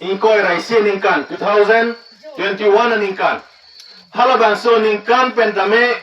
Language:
Karbi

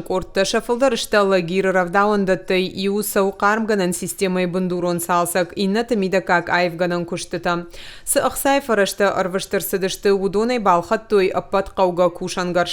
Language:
Ossetic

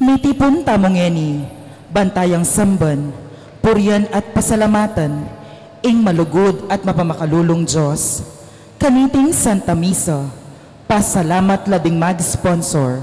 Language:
Pampanga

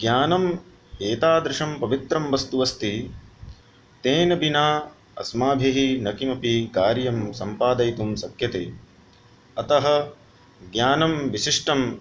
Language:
Sanskrit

